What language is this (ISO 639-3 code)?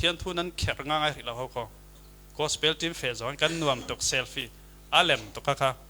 cfm